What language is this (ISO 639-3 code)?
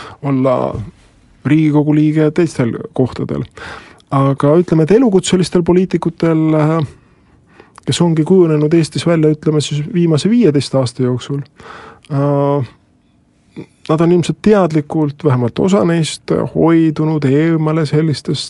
est